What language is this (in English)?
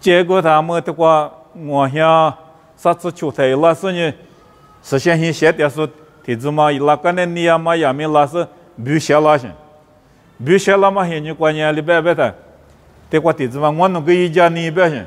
Lisu